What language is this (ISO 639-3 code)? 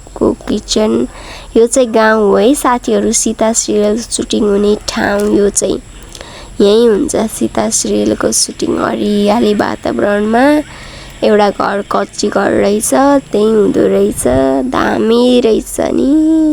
nep